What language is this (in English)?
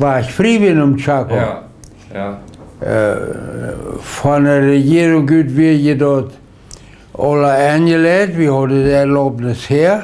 Plautdietsch